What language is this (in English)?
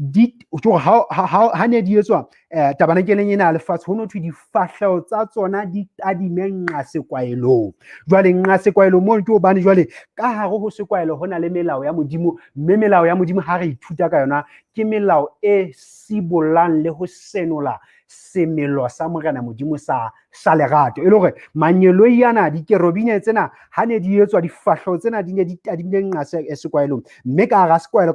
Southern Sotho